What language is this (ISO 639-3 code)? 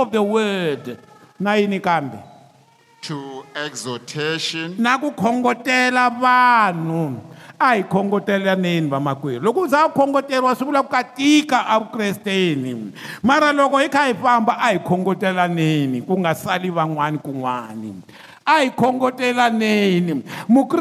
tso